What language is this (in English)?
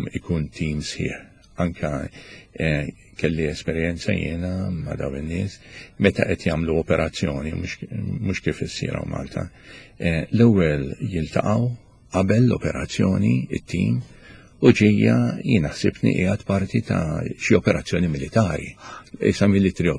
Maltese